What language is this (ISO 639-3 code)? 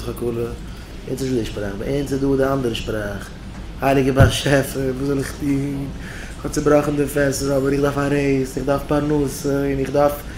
yid